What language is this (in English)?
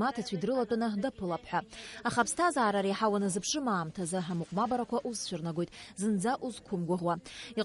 Abkhazian